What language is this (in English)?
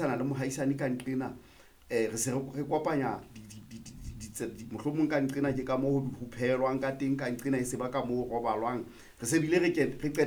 Southern Sotho